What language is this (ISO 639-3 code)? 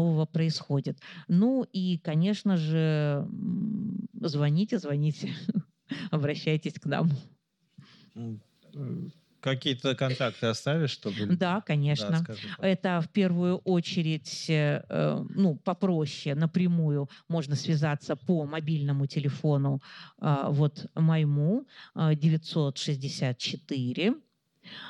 rus